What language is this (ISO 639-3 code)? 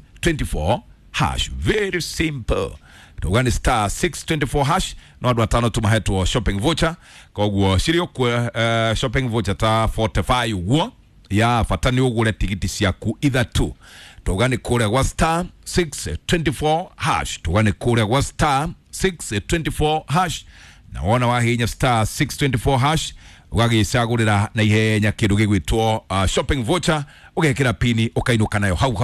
kik